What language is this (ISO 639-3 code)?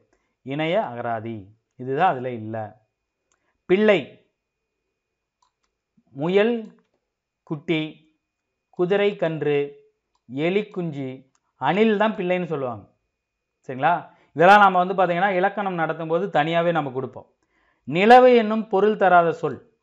tam